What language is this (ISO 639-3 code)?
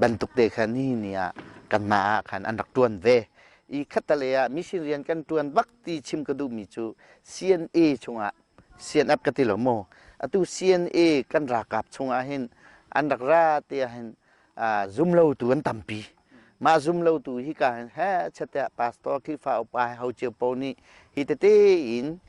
cnh